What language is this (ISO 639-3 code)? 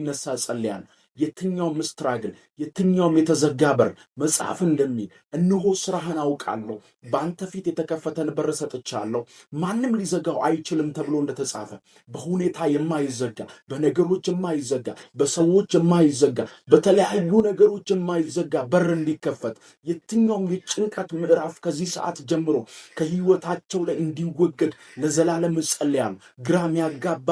amh